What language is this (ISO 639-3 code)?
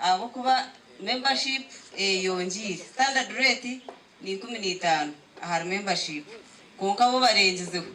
nyn